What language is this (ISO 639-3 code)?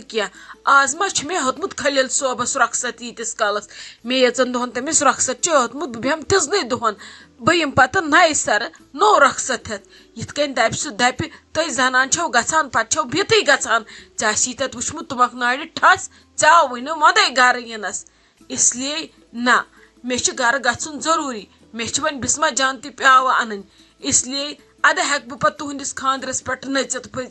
kas